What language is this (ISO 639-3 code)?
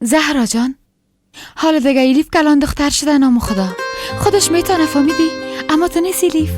fas